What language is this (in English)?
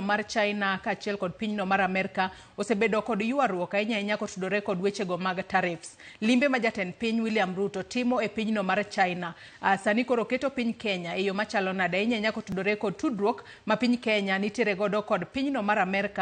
Luo (Kenya and Tanzania)